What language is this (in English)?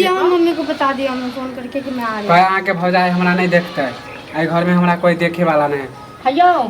Maithili